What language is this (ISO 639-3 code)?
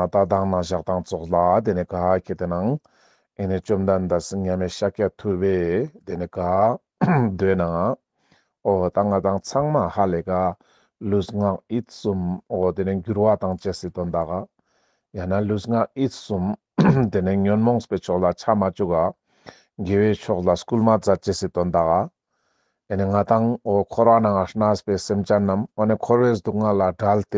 lbj